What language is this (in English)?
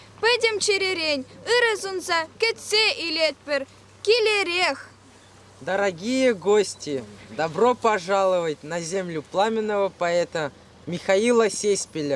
Chuvash